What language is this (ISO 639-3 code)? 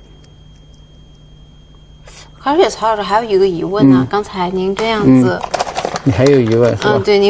zho